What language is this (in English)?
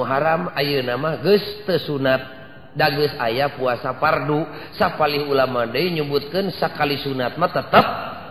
Sundanese